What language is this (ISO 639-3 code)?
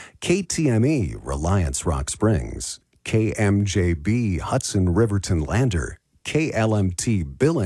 eng